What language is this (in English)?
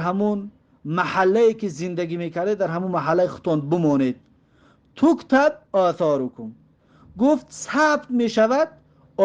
Tajik